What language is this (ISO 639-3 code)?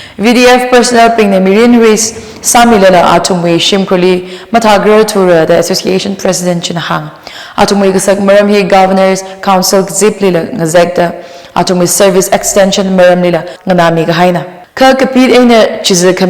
nmf